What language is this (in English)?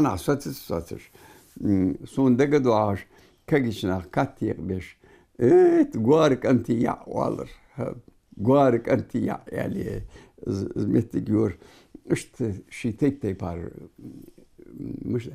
Ingush